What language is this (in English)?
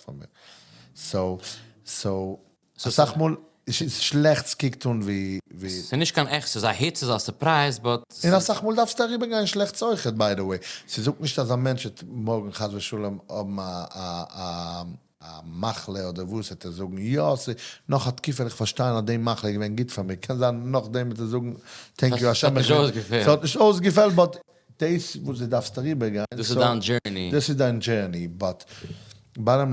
Yiddish